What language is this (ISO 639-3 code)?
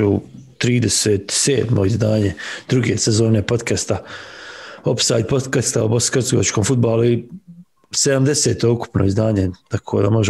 bos